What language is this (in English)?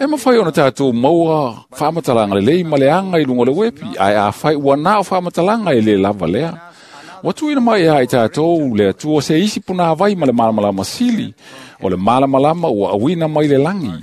Samoan